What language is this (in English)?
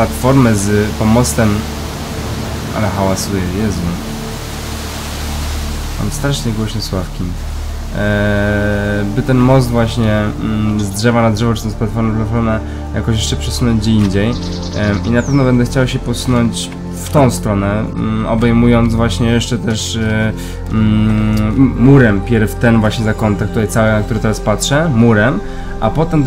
Polish